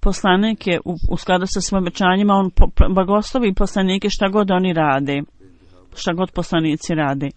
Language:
Bosnian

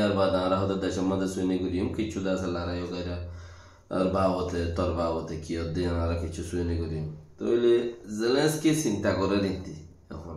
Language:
Rohingya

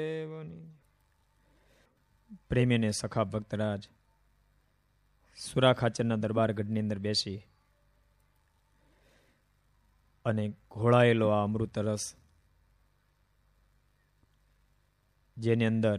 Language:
Gujarati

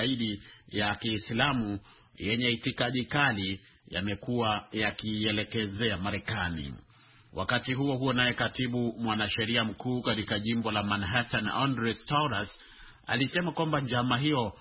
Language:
Swahili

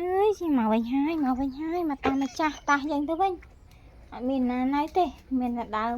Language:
Khmer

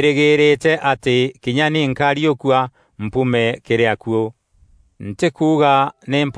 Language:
Meru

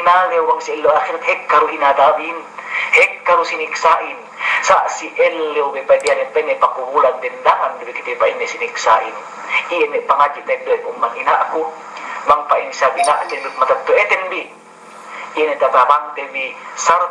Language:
Yakan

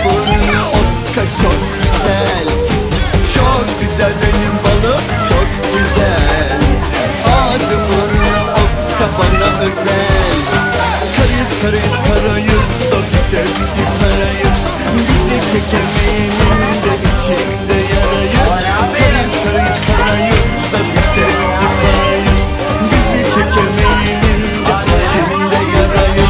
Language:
Turkish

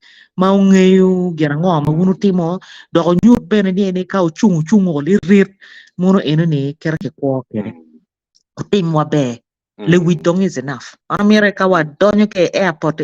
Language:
Acoli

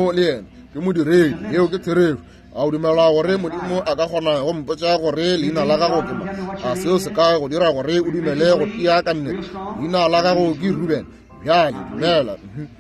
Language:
Northern Sotho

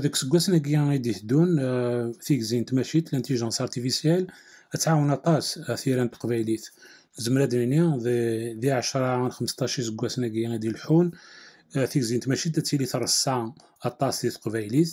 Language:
Kabyle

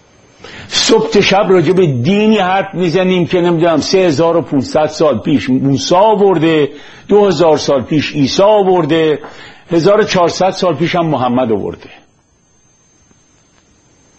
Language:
Persian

